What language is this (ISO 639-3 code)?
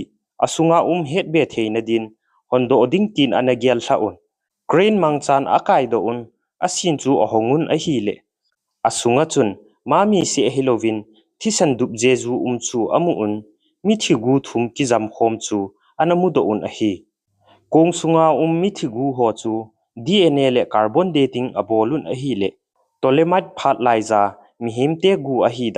tcz